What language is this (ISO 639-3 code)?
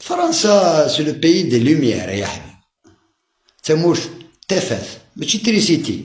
kab